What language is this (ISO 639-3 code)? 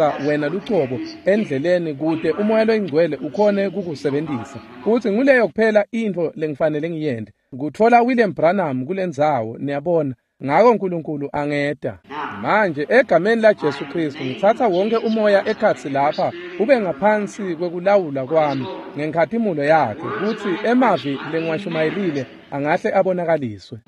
ssw